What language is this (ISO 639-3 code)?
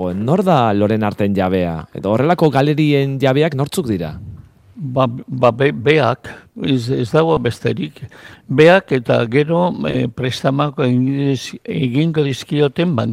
eus